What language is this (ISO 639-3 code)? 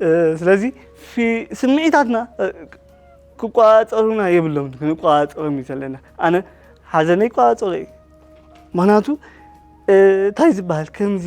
tir